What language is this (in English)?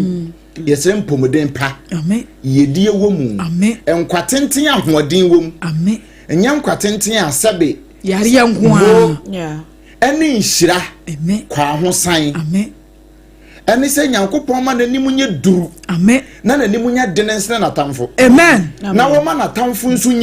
Akan